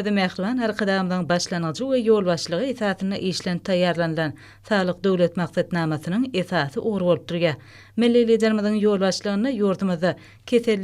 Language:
Turkmen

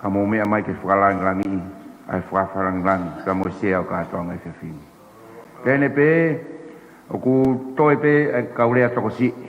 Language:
Tongan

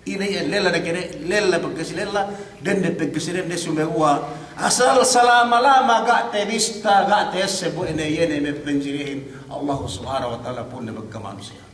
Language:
Yakan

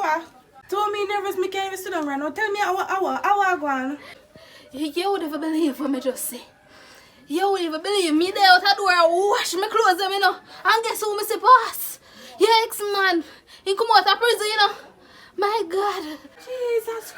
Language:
Jamaican Creole English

